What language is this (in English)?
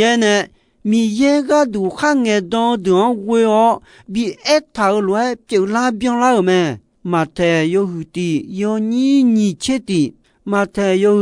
Akha